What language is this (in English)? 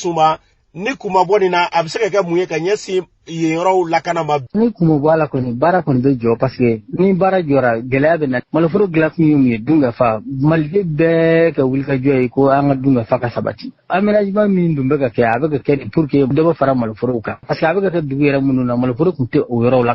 Bambara